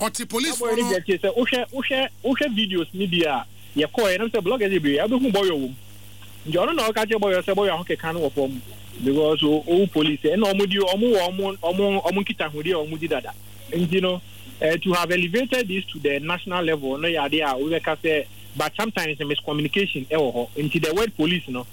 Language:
Akan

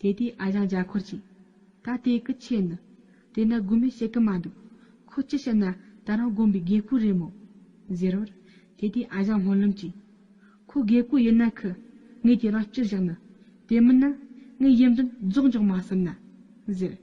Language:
Tibetan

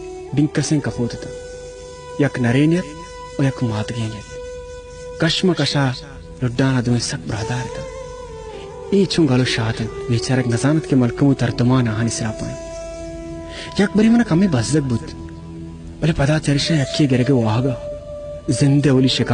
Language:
Baluchi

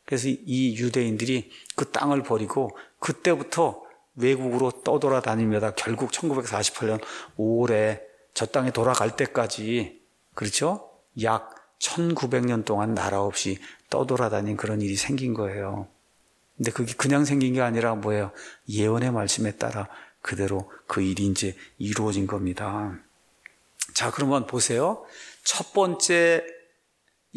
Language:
Korean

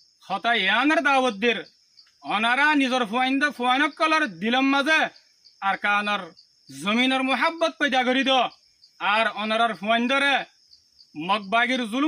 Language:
Rohingya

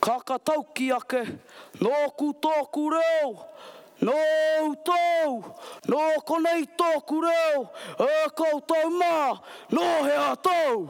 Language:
Māori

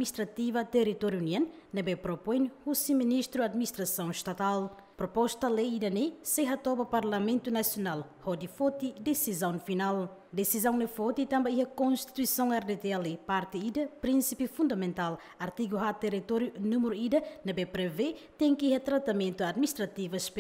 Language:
Tetum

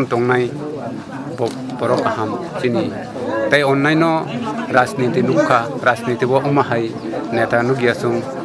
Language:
Kok Borok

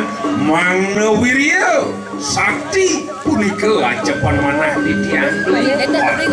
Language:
Balinese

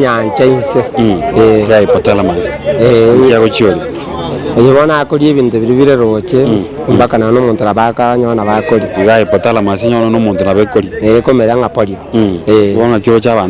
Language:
Gusii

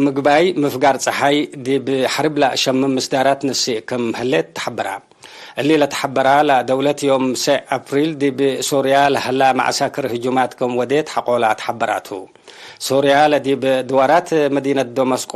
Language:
Tigre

